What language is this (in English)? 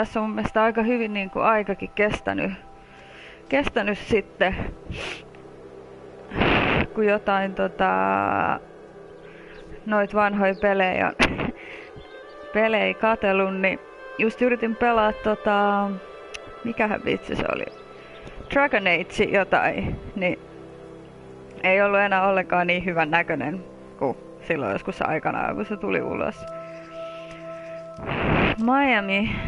Finnish